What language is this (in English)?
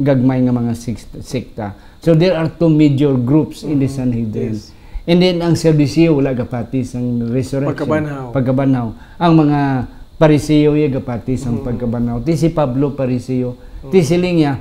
Hiligaynon